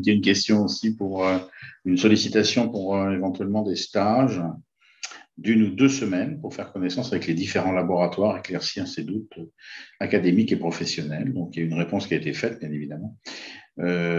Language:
French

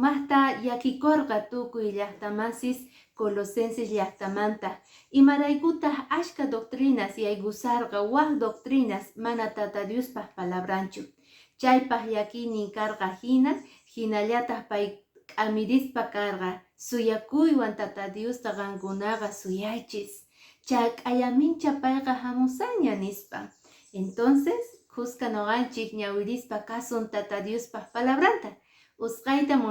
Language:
Quechua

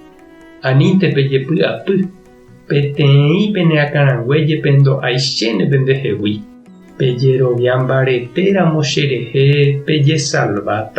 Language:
Guarani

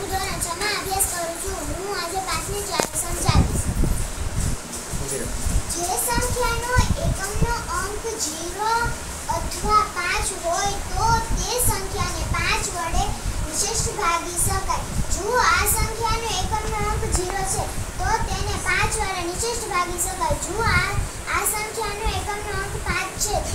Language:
Gujarati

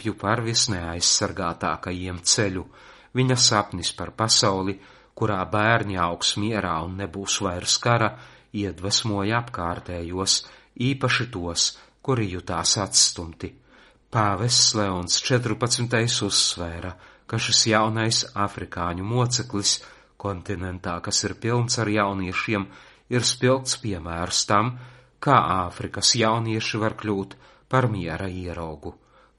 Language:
Latvian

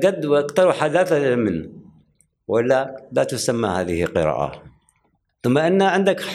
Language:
Gulf Arabic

